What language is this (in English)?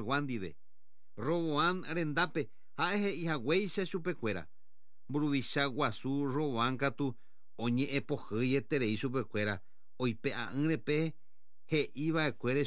Guarani